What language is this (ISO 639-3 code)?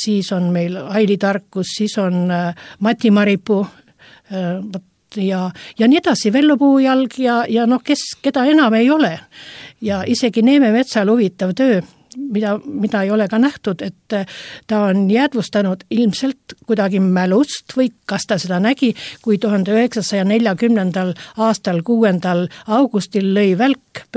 est